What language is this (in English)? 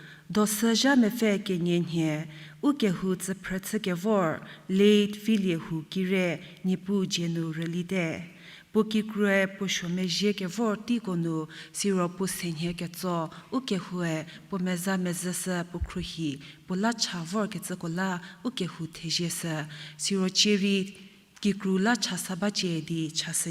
Angami Naga